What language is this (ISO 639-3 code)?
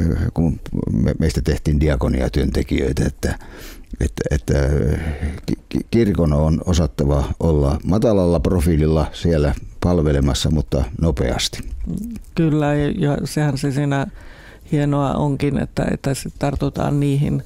fin